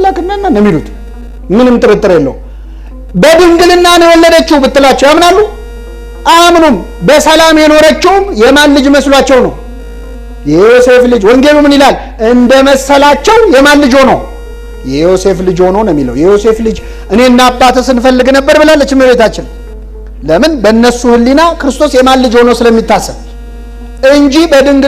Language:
Amharic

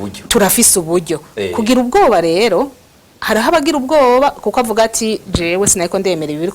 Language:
Rundi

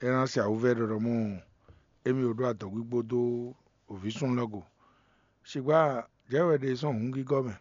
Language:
Fon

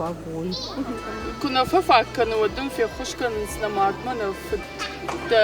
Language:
Ossetic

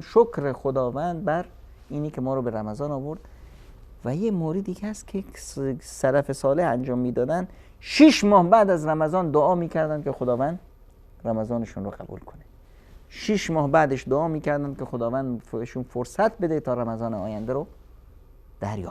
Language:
Persian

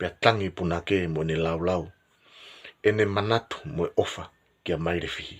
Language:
Tongan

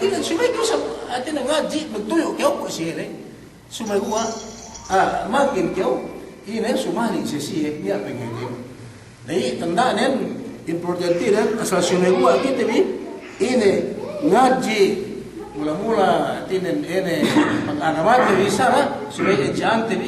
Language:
Yakan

